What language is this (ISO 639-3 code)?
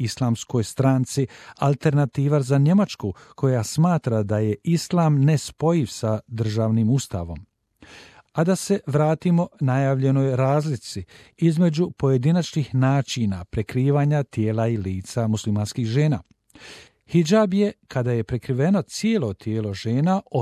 bos